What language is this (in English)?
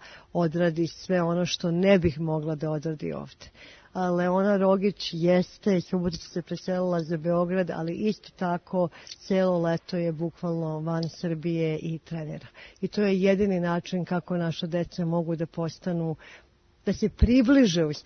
Serbian